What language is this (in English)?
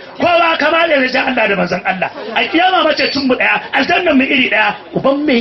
Hausa